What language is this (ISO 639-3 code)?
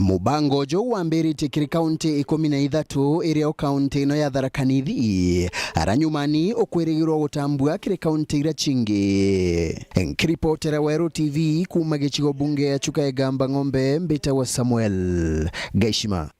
mer